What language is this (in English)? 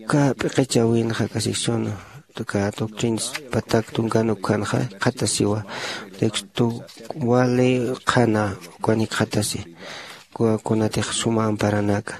Aymara